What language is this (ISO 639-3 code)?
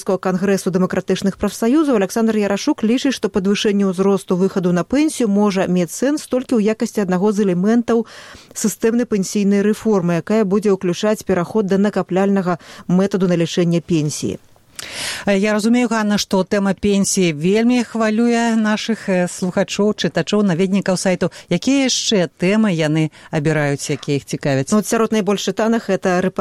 bel